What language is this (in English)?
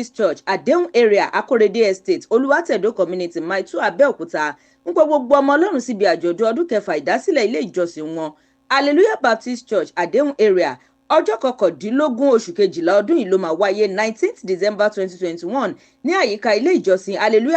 Yoruba